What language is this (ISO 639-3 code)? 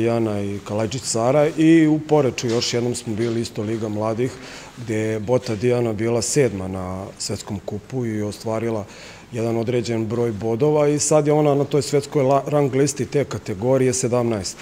srp